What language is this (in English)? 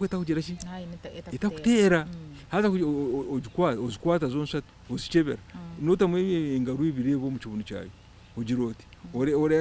Nyankole